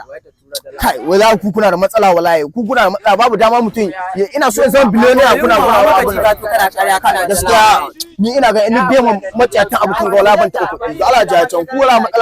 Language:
Hausa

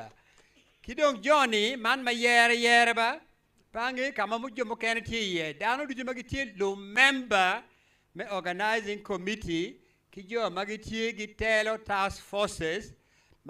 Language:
Acoli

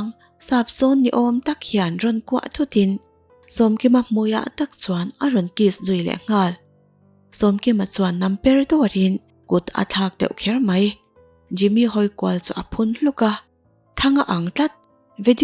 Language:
Mizo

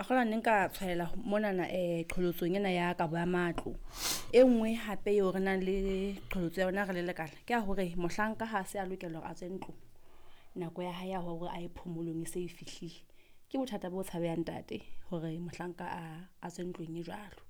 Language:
Southern Sotho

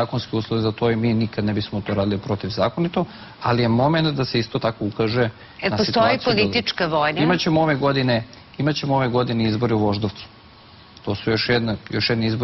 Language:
Serbian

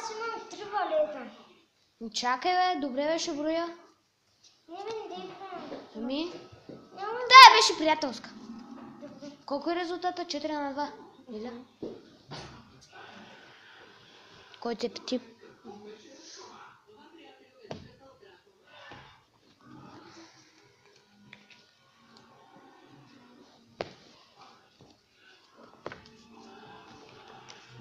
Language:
Bulgarian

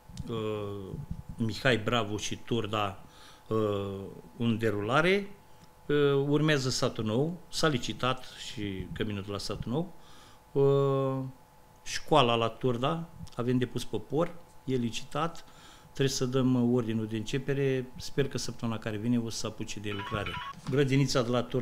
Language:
Romanian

